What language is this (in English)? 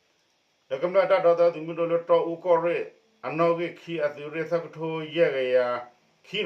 S'gaw Karen